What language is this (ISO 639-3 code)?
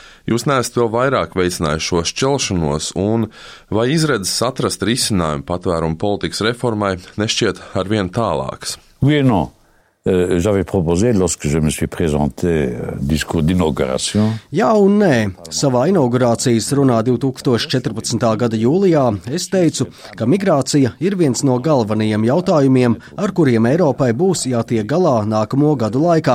lav